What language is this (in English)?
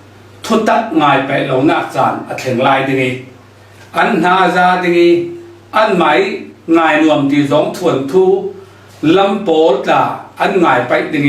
Falam Chin